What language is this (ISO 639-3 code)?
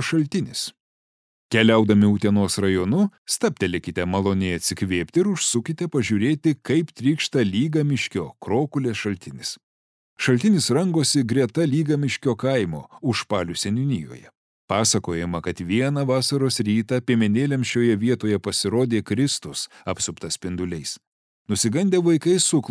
lit